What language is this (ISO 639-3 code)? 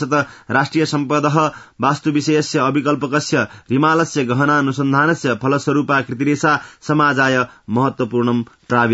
san